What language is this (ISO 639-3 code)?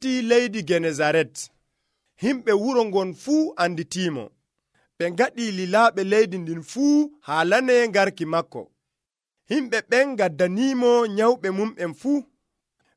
fuv